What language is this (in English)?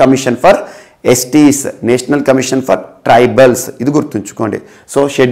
Telugu